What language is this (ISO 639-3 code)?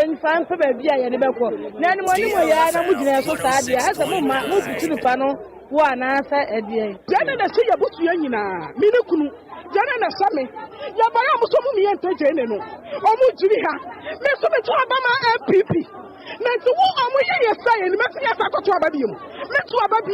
aka